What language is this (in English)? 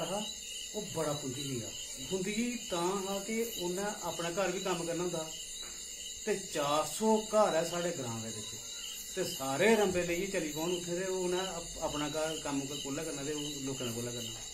Dogri